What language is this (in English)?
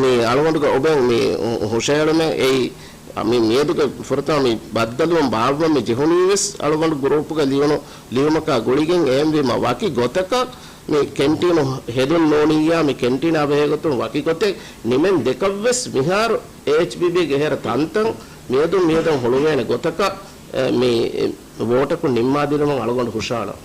Divehi